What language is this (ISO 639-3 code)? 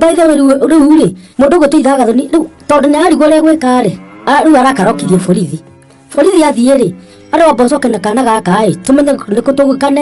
kik